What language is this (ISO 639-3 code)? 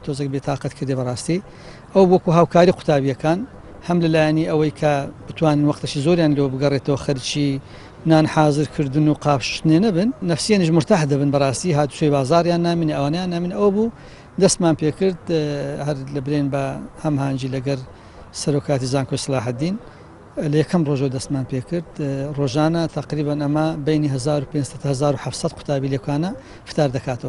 ckb